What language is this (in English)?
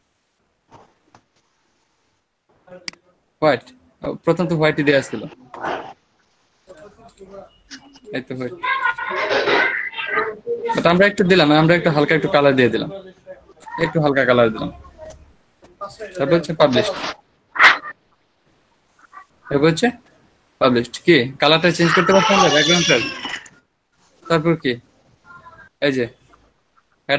Bangla